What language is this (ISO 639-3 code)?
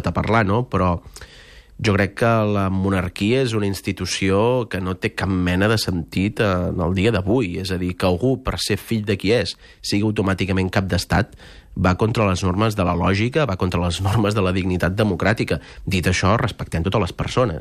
cat